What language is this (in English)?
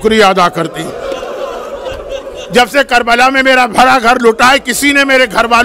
Urdu